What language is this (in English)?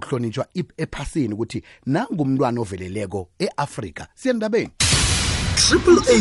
South Ndebele